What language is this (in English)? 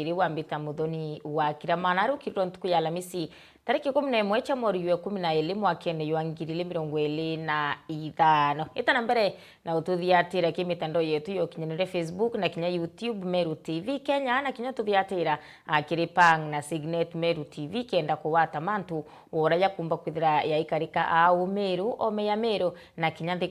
Meru